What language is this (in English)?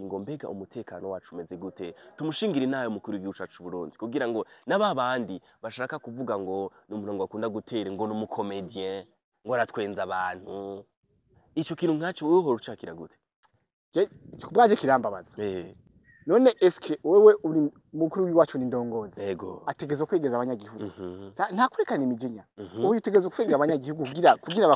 Rundi